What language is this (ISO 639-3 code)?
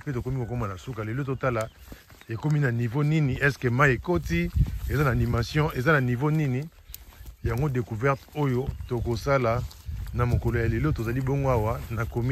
lin